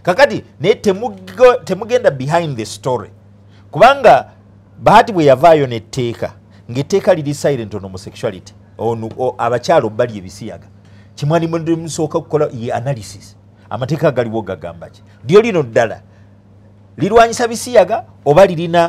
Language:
Ganda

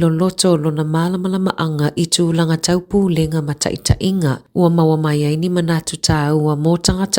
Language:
Samoan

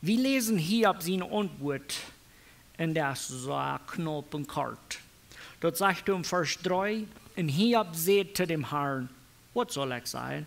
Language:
Plautdietsch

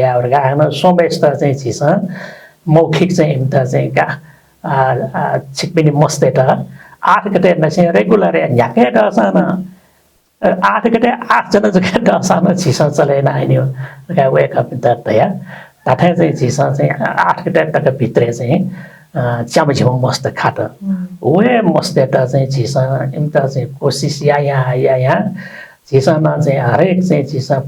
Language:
Newari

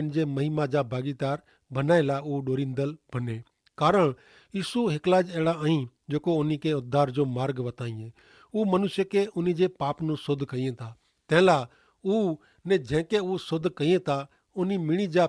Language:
Kachhi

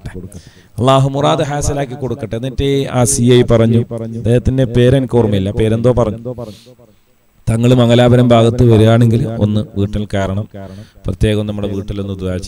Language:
Malayalam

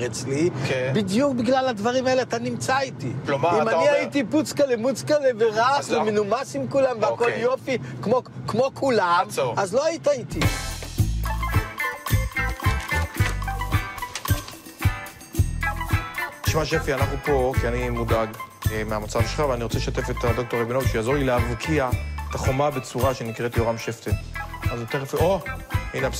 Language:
Hebrew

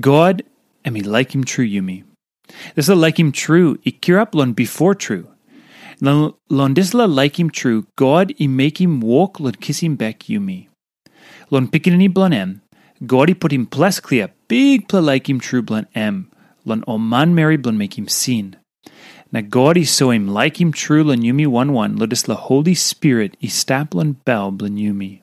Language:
Tok Pisin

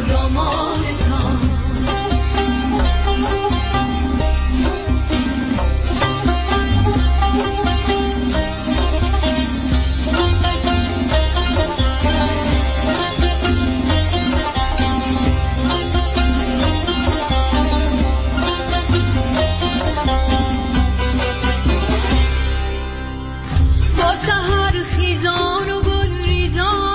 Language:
Persian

